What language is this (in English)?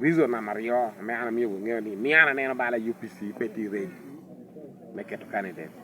Lango (Uganda)